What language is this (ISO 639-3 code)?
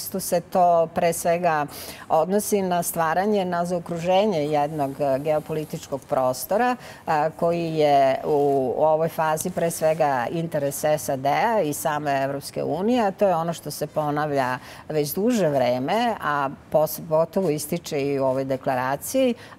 srp